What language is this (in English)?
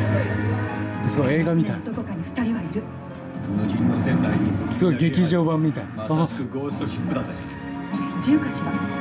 Japanese